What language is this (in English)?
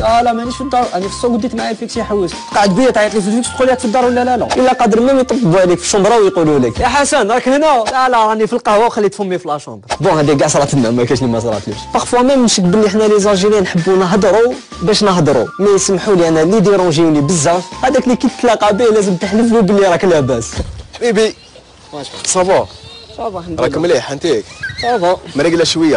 Algerian Arabic